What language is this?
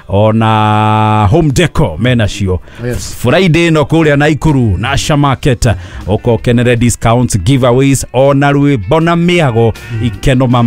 Kikuyu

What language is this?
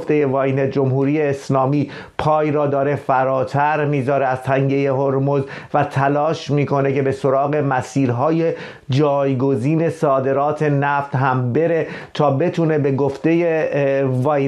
Persian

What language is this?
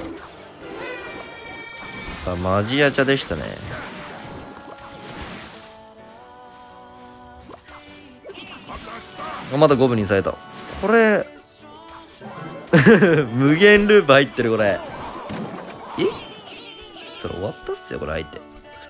Japanese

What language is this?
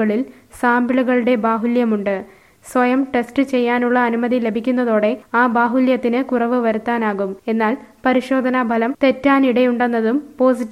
Malayalam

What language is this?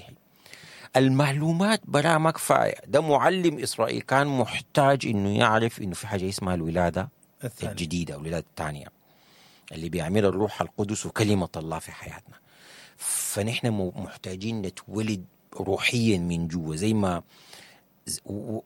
Sudanese Arabic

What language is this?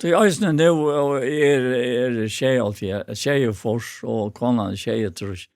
Faroese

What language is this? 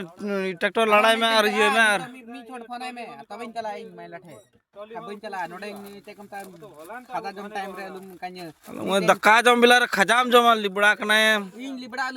Santali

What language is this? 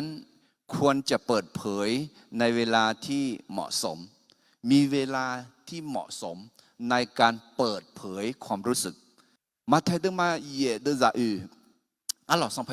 Akha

